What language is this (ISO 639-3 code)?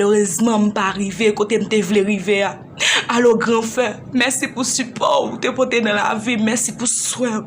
hat